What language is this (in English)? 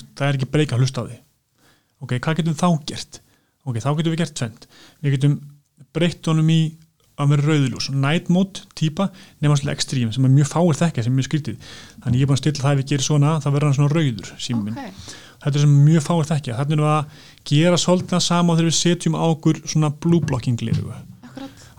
Icelandic